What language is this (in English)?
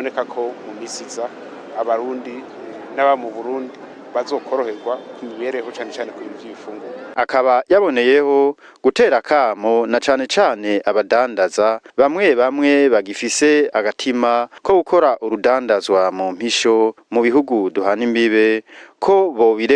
Rundi